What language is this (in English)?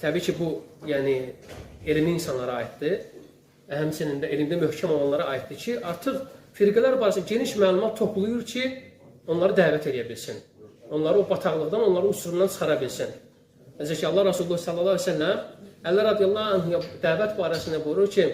Azerbaijani